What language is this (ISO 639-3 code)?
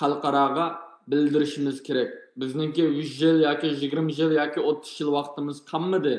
uig